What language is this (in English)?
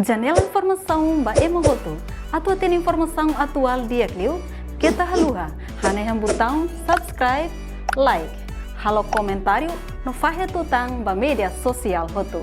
Tetum